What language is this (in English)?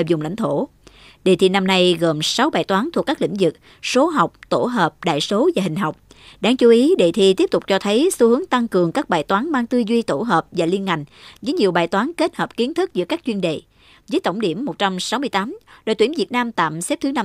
Vietnamese